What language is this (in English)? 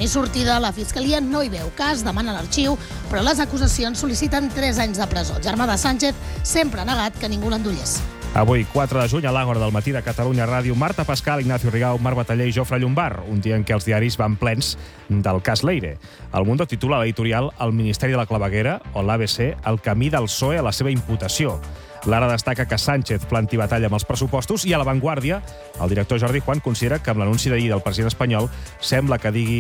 Catalan